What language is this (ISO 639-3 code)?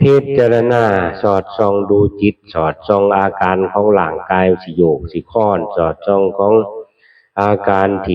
tts